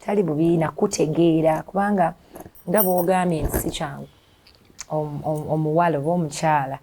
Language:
Ganda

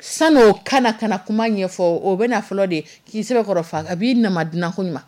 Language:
Dyula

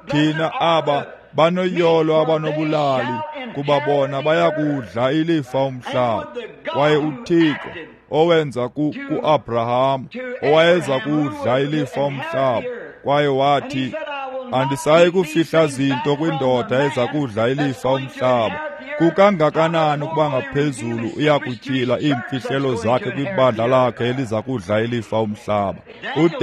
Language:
Xhosa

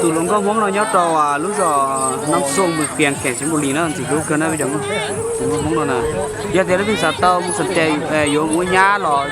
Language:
Hmong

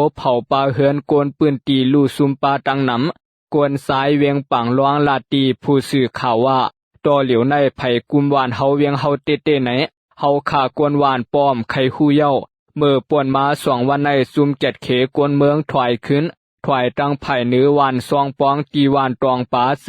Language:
Shan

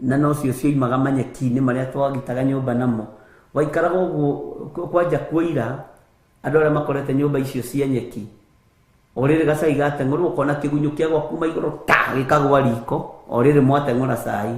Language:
Kikuyu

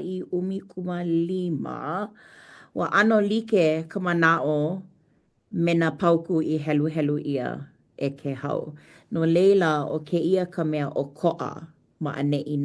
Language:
Hawaiian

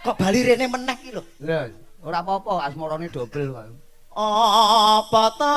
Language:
Javanese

